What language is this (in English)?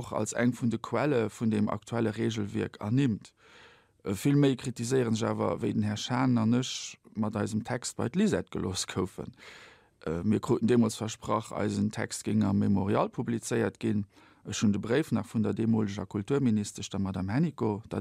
Luxembourgish